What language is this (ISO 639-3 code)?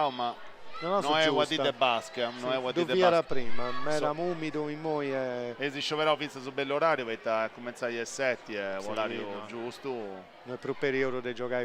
srd